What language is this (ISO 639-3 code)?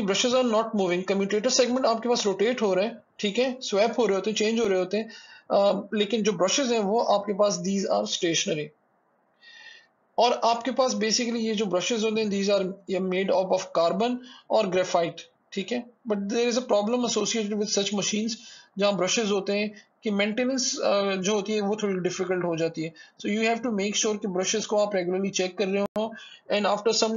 hin